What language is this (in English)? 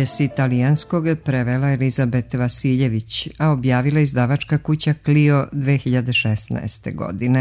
Serbian